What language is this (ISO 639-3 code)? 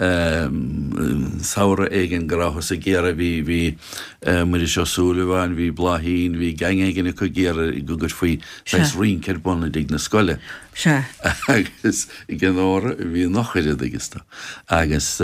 gle